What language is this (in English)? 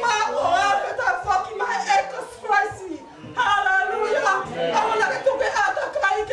Tongan